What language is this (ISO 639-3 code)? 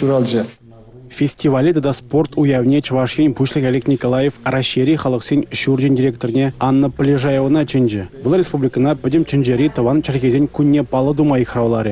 chv